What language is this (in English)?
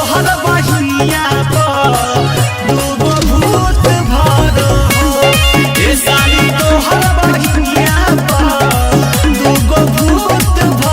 Magahi